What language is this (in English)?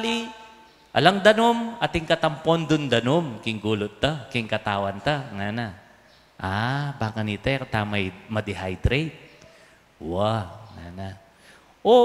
Pampanga